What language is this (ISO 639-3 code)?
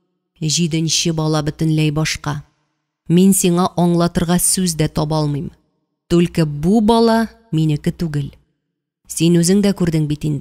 tat